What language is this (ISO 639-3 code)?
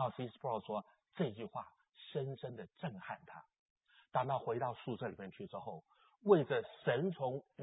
zho